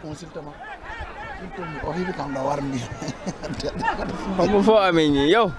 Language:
Wolof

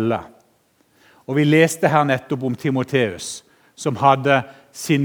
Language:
Norwegian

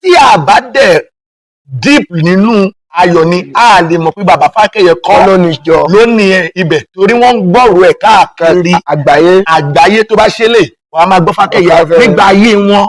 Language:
Yoruba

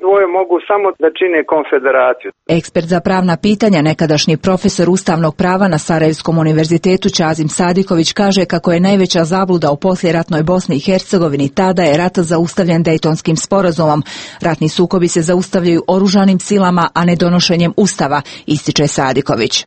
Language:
Bosnian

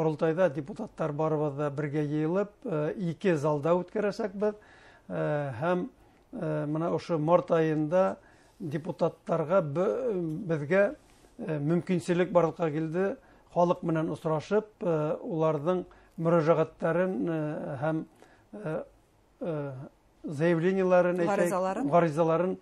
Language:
Bashkir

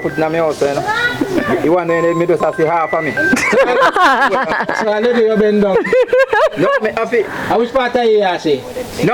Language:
Jamaican Creole English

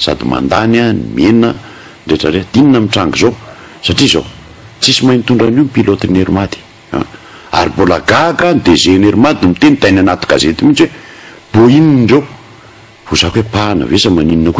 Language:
Malagasy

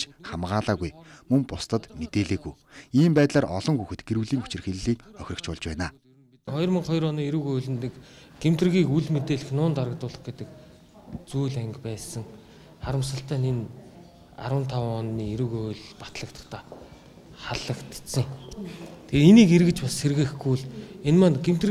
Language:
Mongolian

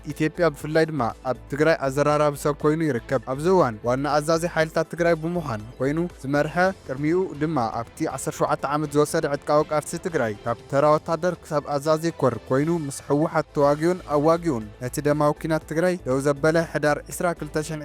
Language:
Tigrinya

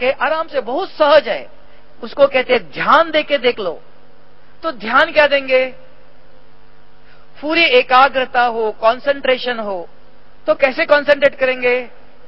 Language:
Hindi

